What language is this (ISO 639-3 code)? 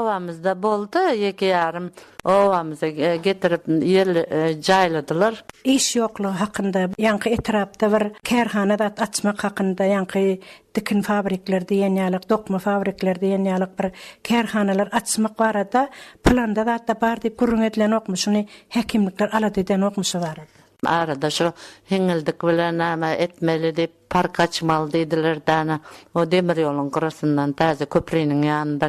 tuk